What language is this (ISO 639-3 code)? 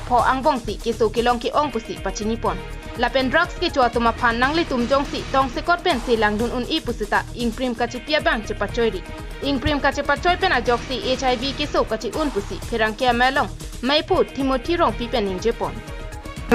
mjw